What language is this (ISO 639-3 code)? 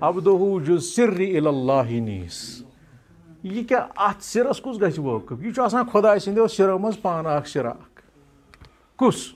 kas